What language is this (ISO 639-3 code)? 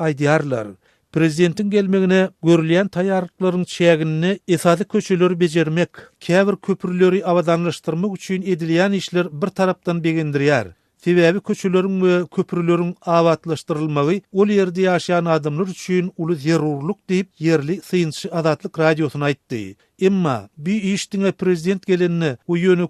tuk